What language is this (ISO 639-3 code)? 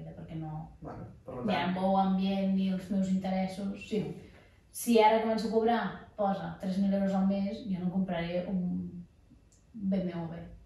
cat